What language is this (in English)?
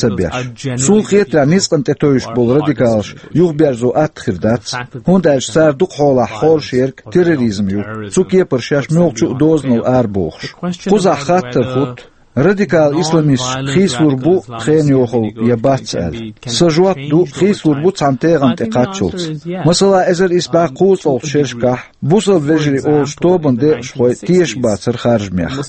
Chechen